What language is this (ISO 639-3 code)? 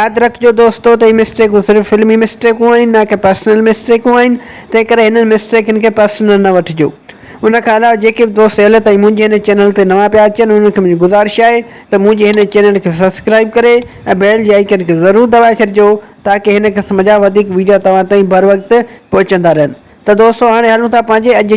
snd